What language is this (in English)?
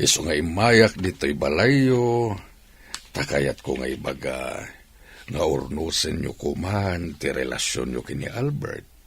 Iloko